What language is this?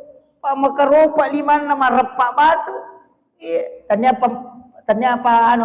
Buginese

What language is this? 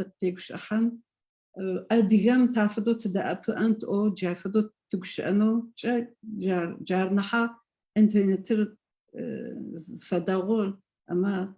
Adyghe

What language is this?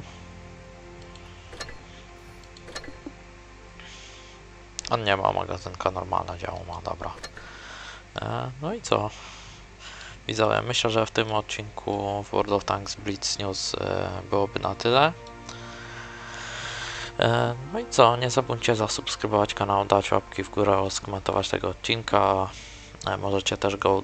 Polish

